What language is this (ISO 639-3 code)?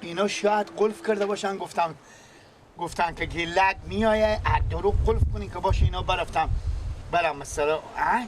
fas